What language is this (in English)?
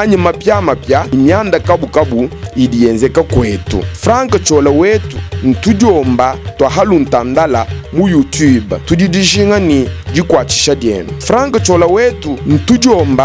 Luba-Lulua